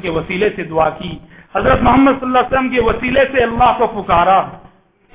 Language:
Urdu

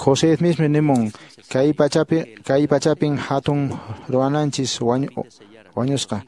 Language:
Quechua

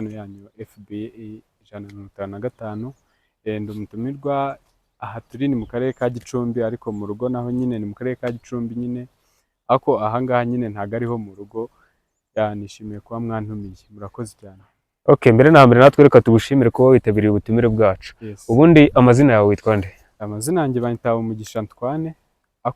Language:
Kinyarwanda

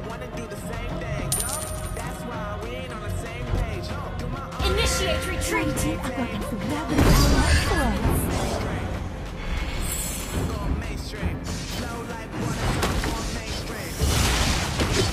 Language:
Indonesian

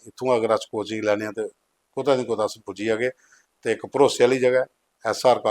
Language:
Dogri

